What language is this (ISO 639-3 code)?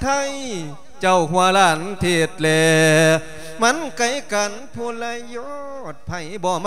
lao